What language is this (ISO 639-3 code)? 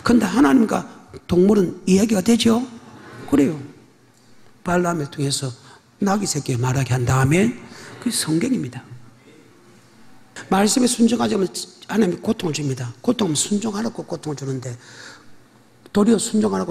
kor